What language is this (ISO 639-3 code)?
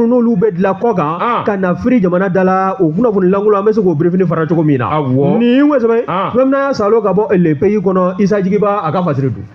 bam